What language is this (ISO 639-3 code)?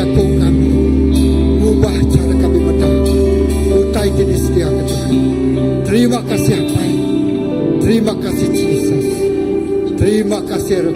iba